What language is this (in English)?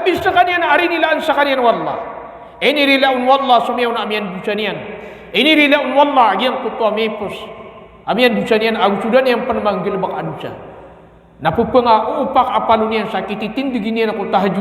Maranao